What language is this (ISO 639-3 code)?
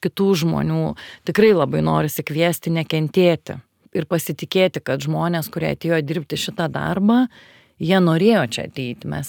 lit